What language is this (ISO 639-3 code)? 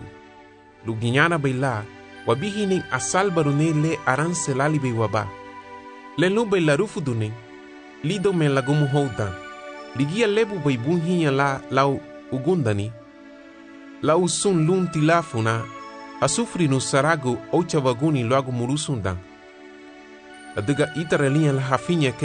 cab